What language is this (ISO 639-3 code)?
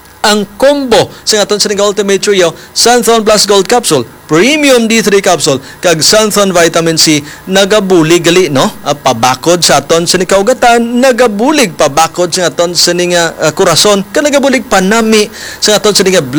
hil